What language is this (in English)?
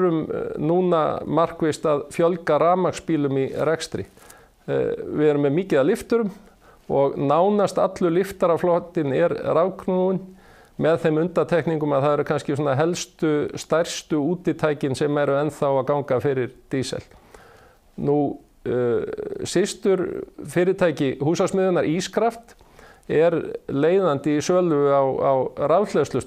Icelandic